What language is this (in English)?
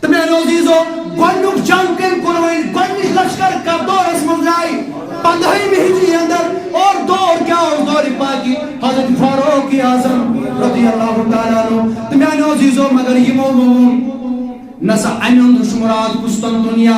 Kashmiri